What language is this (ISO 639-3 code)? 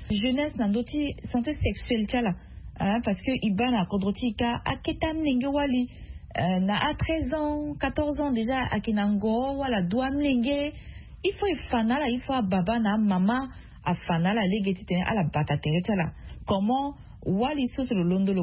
sag